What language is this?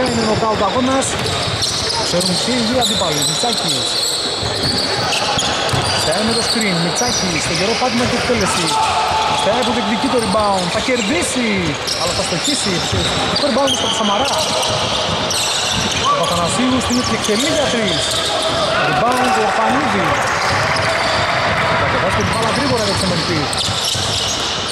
Greek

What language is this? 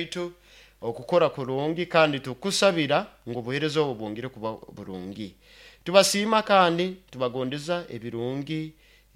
Nyoro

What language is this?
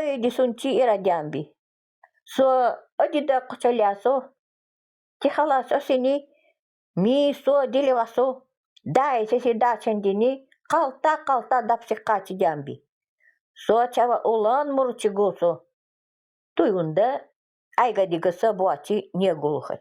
Nanai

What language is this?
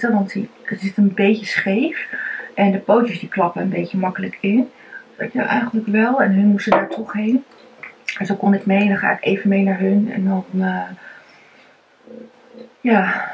Dutch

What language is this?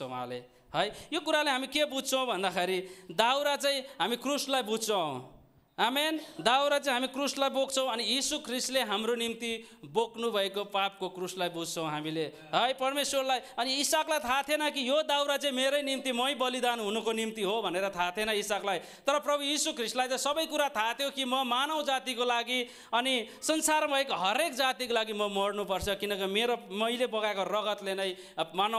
Nepali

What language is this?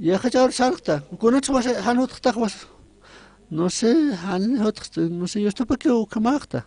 Aymara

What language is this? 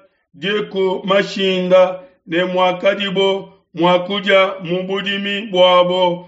Luba-Lulua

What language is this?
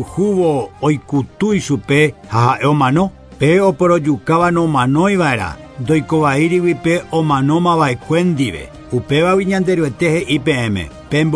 Guarani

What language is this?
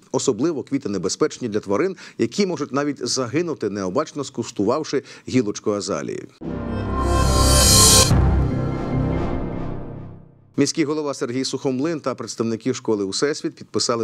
Ukrainian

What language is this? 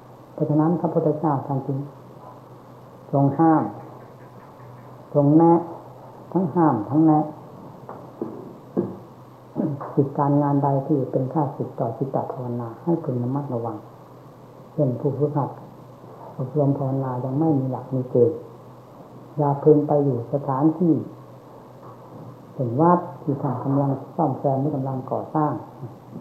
Thai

